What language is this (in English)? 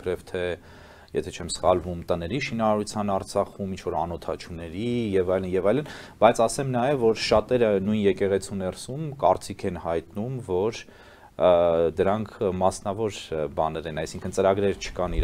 Armenian